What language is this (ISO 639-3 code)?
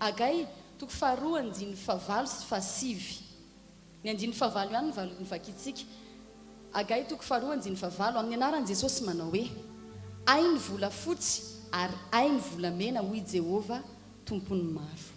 mlg